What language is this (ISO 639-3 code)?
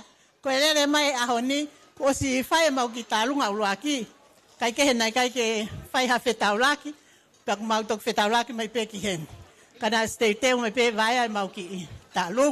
ton